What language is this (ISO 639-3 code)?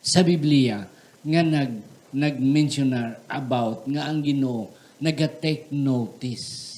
hil